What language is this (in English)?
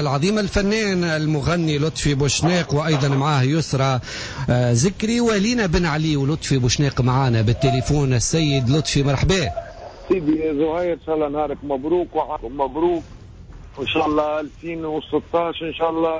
Tunisian Arabic